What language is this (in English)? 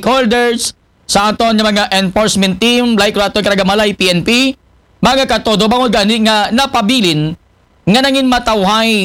Aklanon